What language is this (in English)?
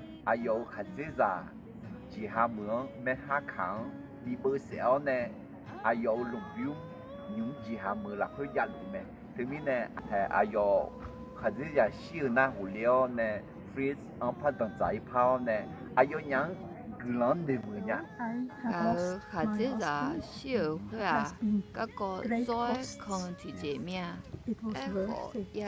Akha